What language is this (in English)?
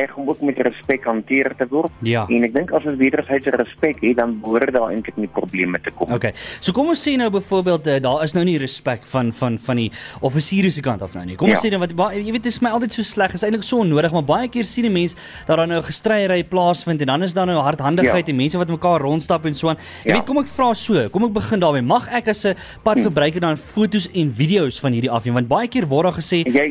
Afrikaans